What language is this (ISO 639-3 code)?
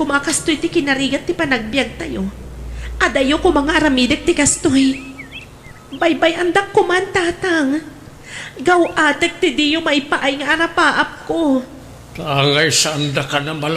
ilo